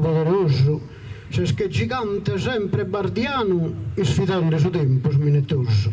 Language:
Sardinian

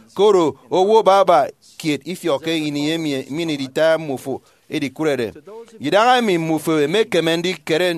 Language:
Efik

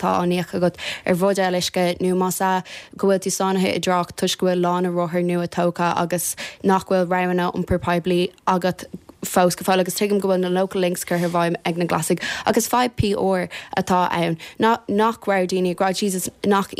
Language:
Irish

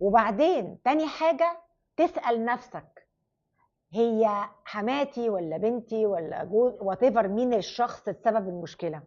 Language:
Egyptian Arabic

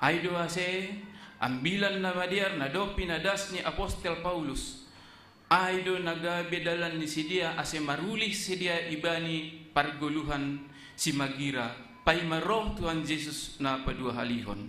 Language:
Batak Simalungun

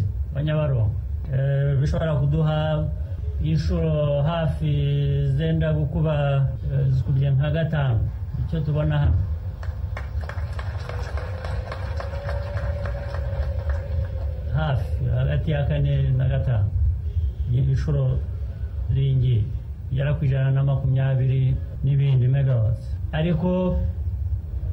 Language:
Kinyarwanda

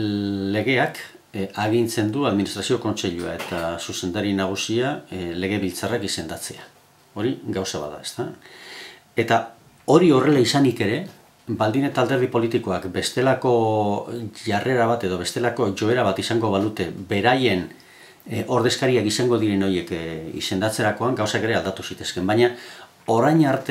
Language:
Basque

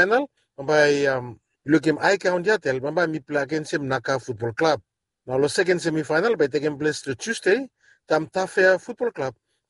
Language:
Bislama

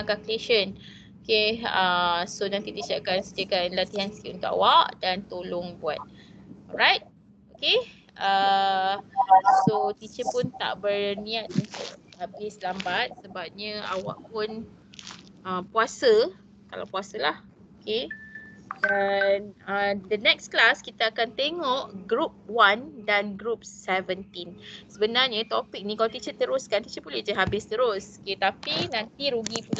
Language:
Malay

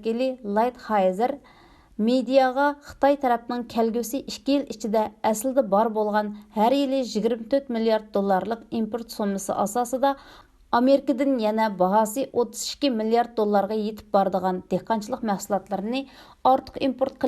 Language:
Uyghur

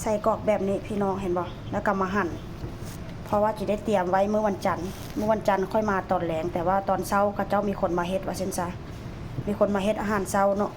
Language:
Lao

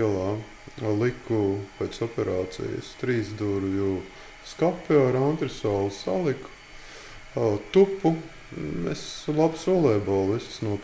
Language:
Latvian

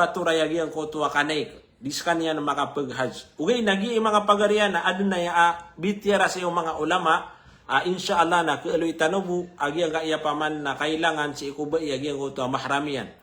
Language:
Maranao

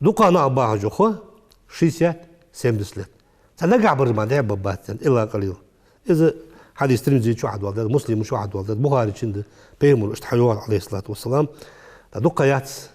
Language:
Ingush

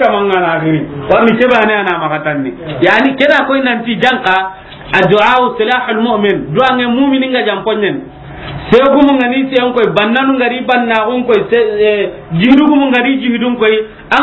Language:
Soninke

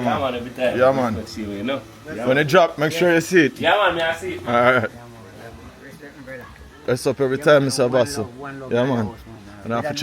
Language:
Jamaican Creole English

